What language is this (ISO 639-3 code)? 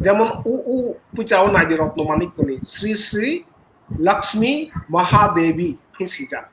trp